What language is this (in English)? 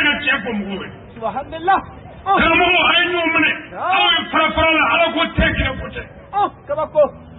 Bambara